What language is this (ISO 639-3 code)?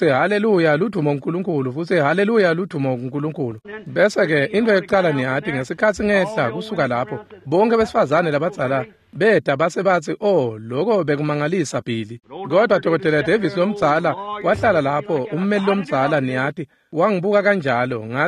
ssw